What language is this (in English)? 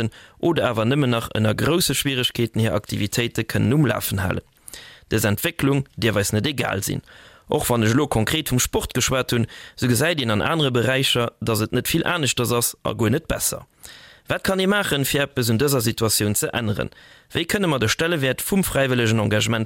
Luxembourgish